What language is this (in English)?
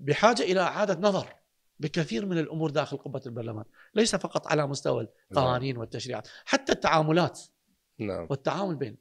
Mesopotamian Arabic